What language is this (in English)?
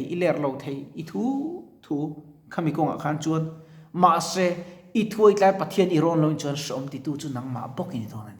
Mizo